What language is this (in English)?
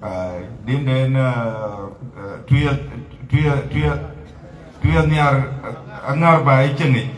Dinka